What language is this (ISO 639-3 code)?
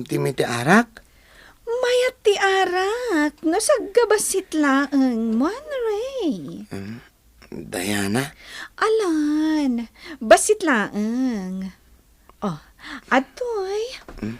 ilo